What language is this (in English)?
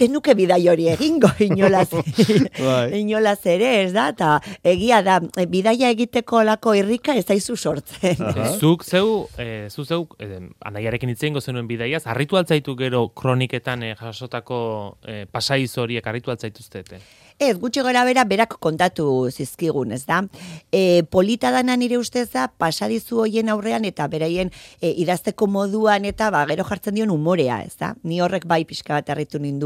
Basque